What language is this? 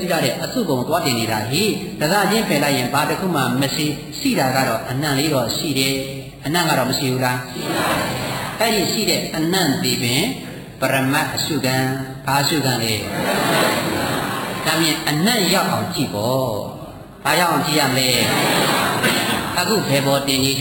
Burmese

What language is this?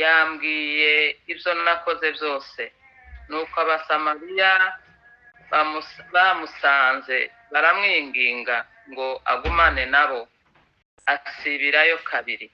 Kinyarwanda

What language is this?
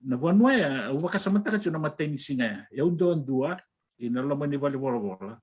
Fijian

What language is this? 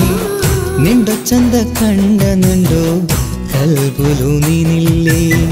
Malayalam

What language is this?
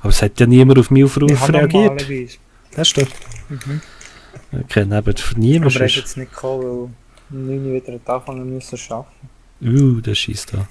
Swiss German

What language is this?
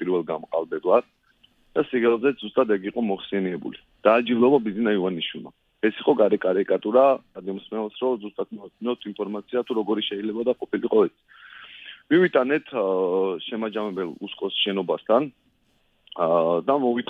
Georgian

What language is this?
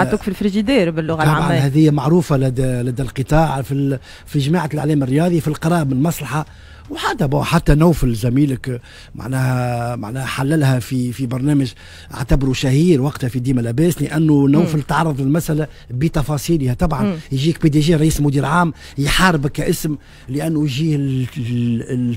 Tunisian Arabic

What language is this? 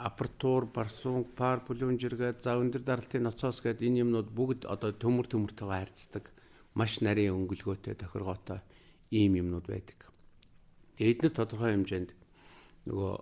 Mongolian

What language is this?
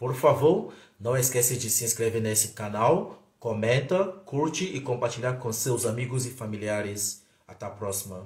Portuguese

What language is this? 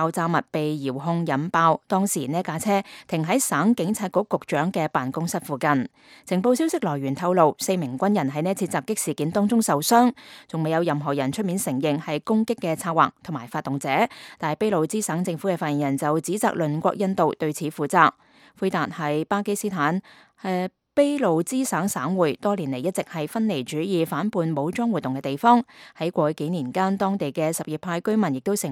Cantonese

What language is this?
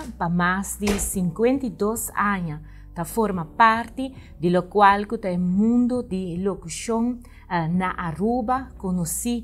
Papiamento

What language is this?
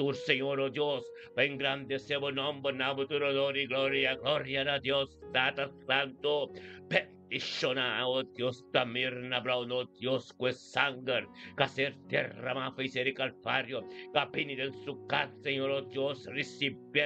Papiamento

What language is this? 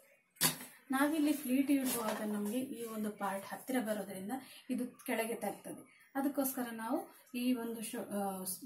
Kannada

